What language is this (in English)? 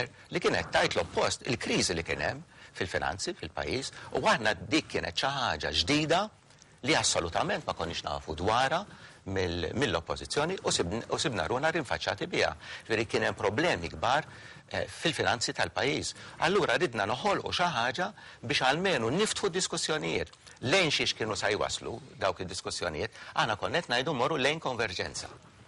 Maltese